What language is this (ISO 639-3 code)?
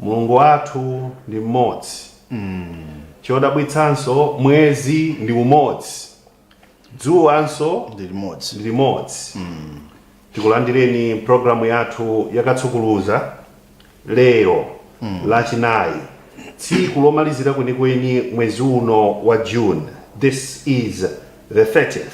nya